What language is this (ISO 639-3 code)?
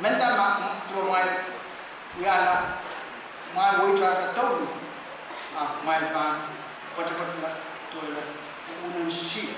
pon